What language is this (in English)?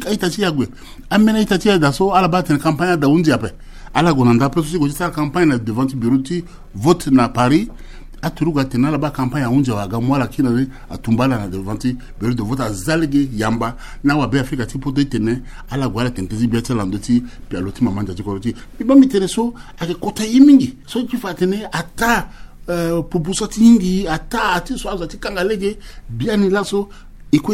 Sango